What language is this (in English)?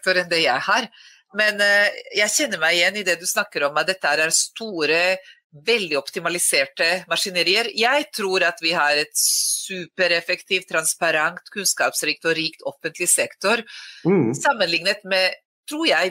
Norwegian